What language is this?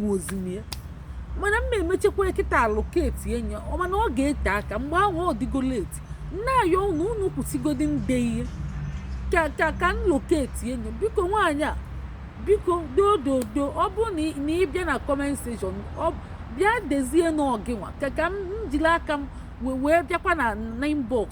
Igbo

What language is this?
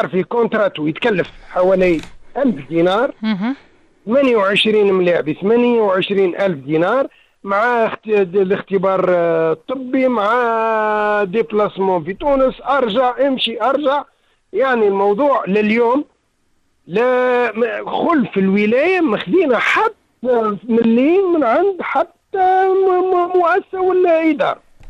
Tunisian Arabic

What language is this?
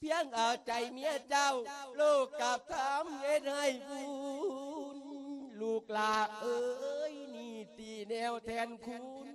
Lao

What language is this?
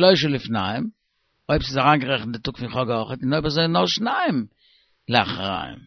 Yiddish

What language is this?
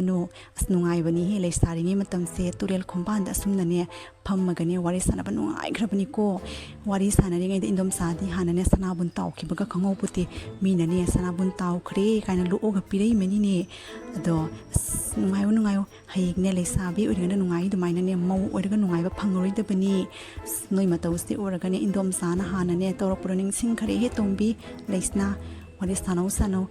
Manipuri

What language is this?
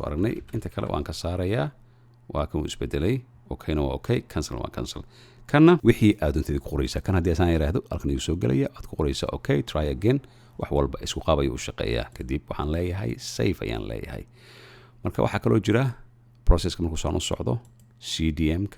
Somali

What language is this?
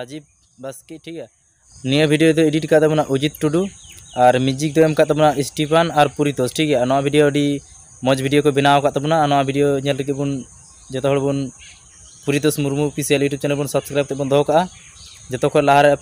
Santali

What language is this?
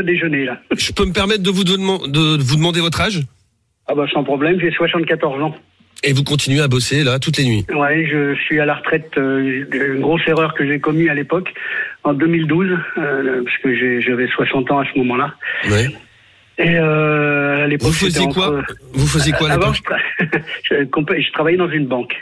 French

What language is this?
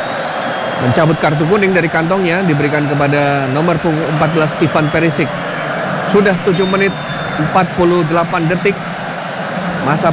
Indonesian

